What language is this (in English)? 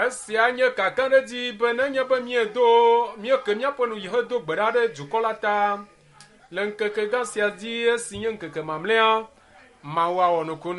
Ewe